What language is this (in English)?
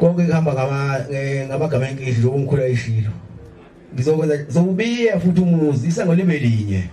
Zulu